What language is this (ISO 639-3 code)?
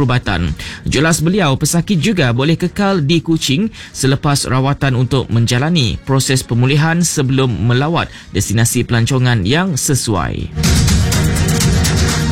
msa